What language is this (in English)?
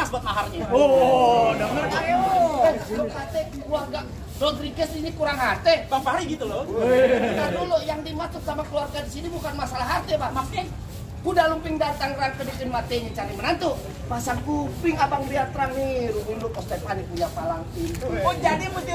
Betawi